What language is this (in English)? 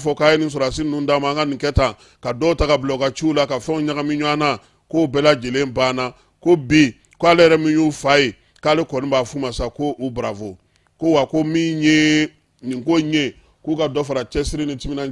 Bambara